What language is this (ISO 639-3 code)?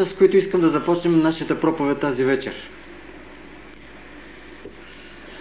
bul